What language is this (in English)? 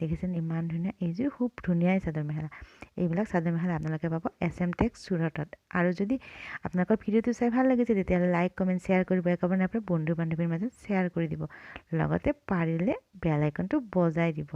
Assamese